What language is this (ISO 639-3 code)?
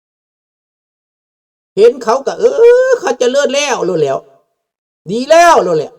lao